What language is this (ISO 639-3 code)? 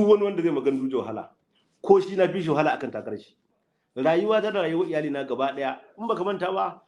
hau